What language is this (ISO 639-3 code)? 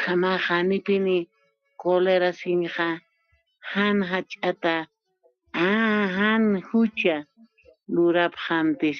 aym